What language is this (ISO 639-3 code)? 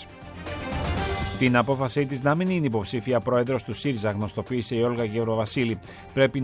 ell